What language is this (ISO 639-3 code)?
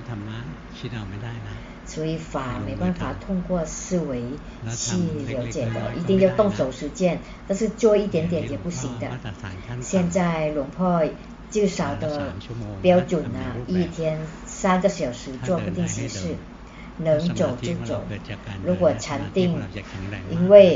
zho